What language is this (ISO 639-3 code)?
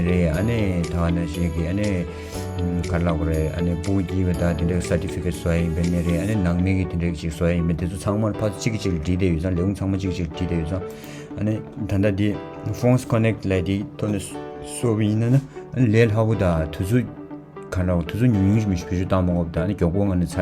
bod